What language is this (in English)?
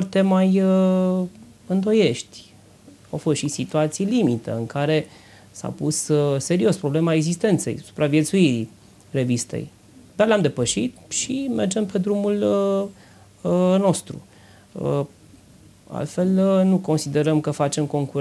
Romanian